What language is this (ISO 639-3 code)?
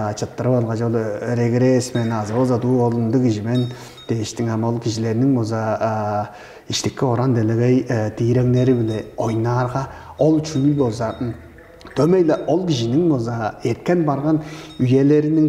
tyv